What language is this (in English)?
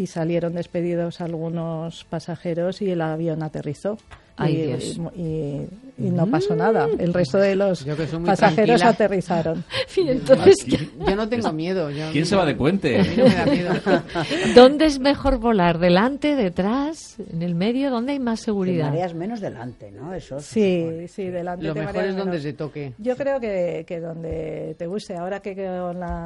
Spanish